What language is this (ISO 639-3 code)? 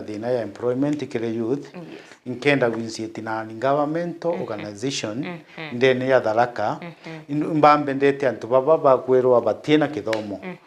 mer